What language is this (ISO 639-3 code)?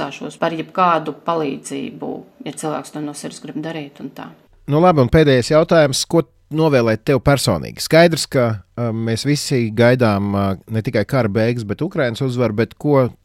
lav